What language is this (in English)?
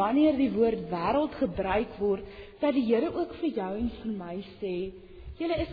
Afrikaans